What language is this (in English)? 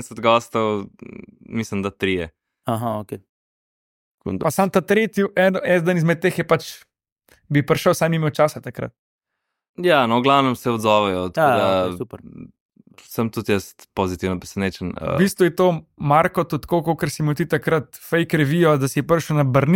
Slovenian